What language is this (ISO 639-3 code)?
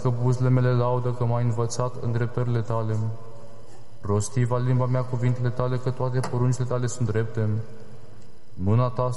ron